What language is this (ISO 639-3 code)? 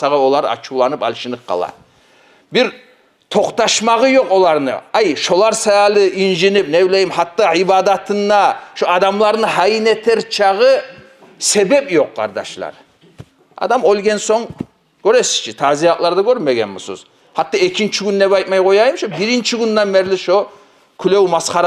kum